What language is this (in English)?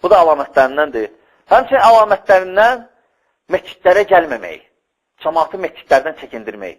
Azerbaijani